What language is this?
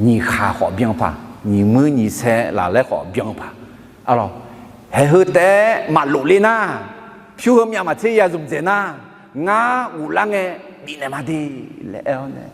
Akha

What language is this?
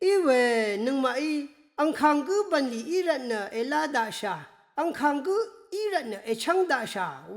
Rawang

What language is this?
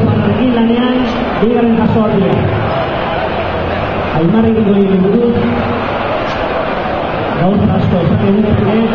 Basque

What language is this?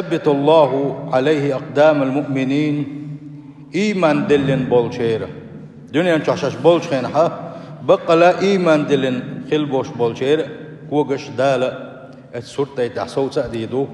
Chechen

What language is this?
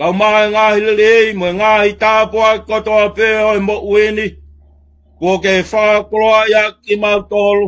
Tongan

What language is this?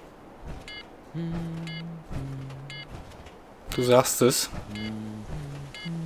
German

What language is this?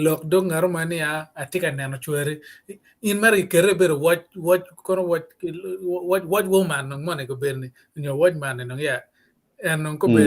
Acoli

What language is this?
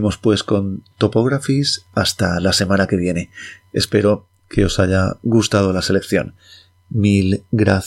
Spanish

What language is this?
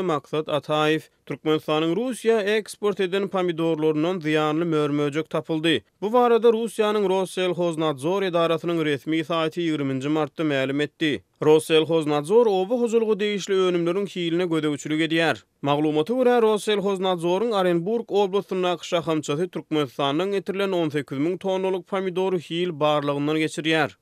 Turkmen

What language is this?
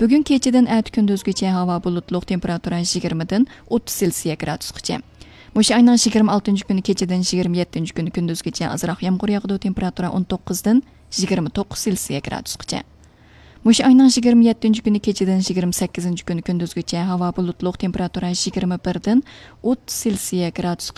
Uyghur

